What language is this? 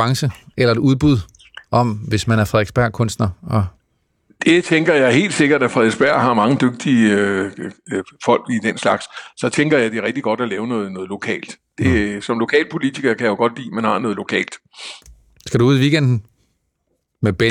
Danish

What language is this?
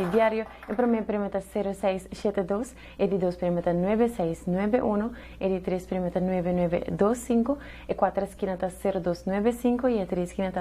Papiamento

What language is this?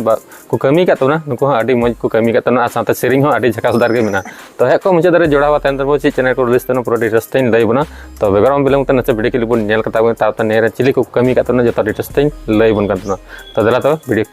Santali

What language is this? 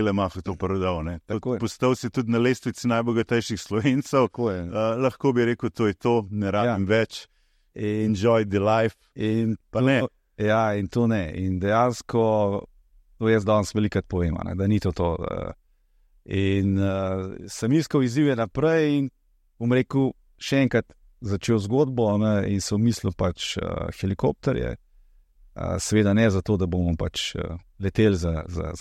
Slovenian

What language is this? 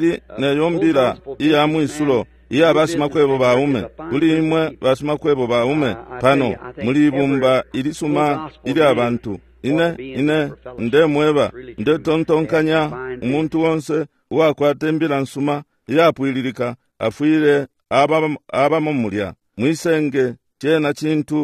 Bemba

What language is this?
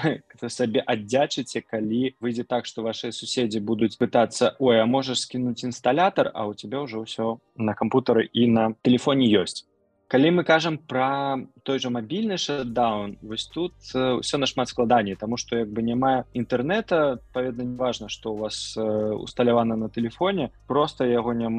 Belarusian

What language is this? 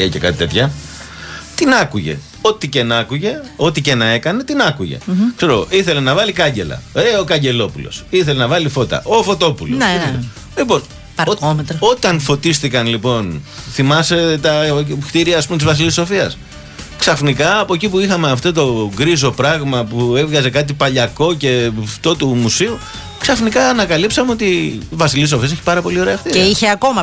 Greek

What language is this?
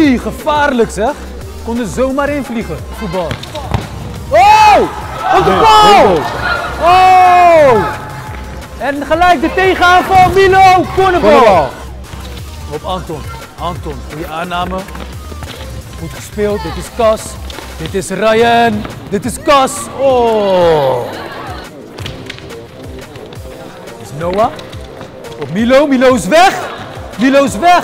Dutch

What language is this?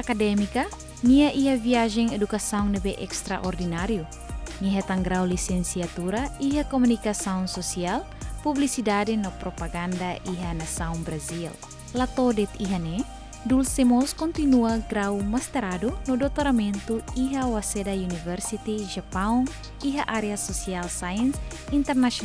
Tetum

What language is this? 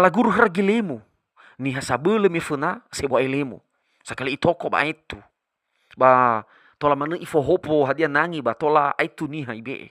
Nias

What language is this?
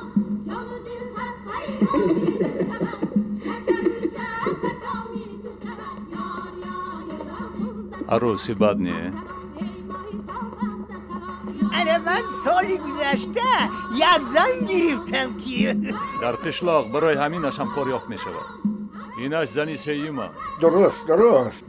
Tajik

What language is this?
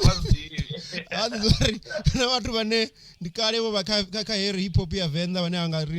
Venda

